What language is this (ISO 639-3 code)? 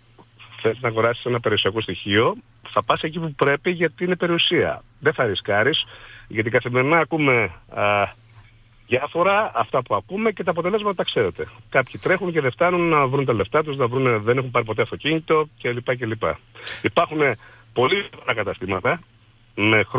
ell